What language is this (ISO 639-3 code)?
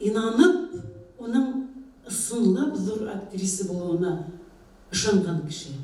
bak